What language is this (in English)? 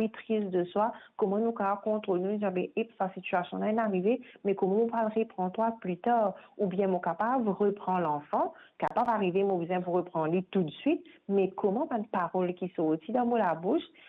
Morisyen